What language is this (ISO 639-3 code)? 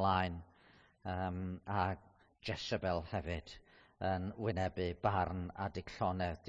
cym